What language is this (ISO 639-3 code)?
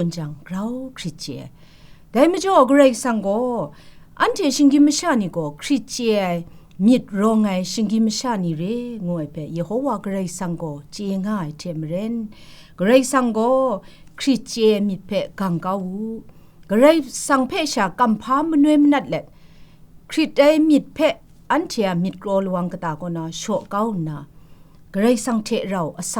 kac